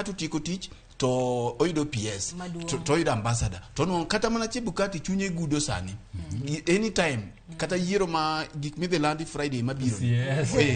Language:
Luo (Kenya and Tanzania)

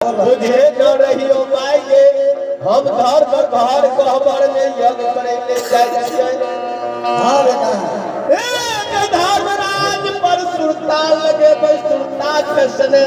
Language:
Maithili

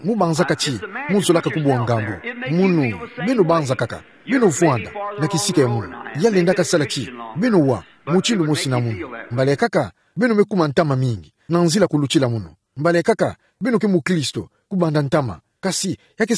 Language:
Kituba (Democratic Republic of Congo)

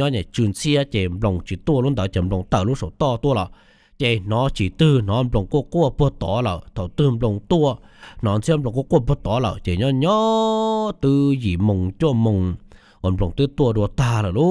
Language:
Hmong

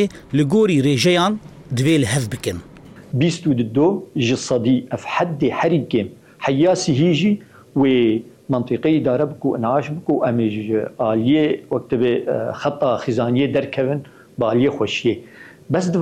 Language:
Kurdish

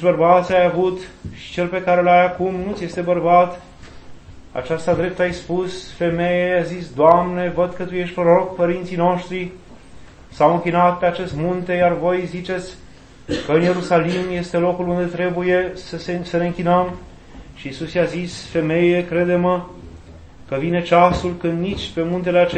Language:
Romanian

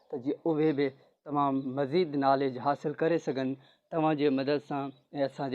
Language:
Sindhi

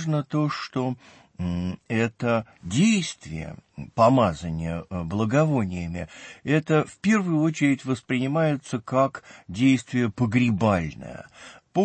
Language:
Russian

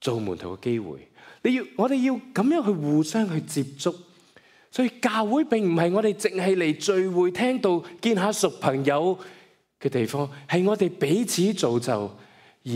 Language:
Cantonese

